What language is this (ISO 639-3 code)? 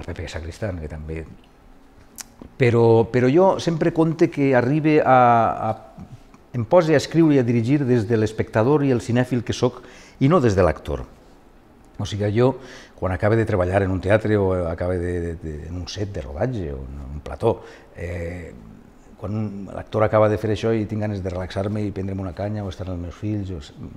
cat